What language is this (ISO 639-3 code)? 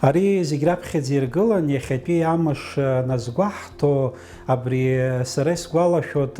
abk